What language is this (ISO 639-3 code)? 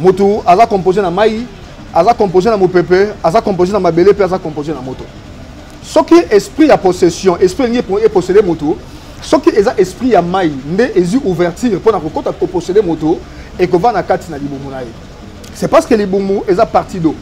lin